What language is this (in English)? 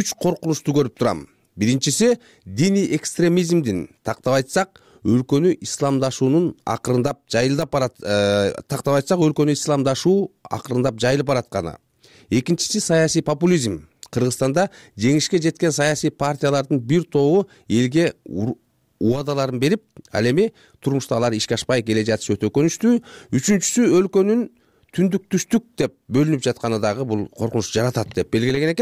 Kyrgyz